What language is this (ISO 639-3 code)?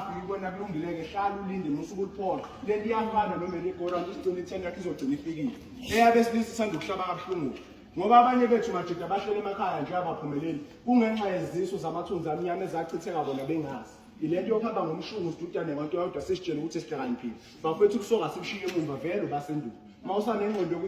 zul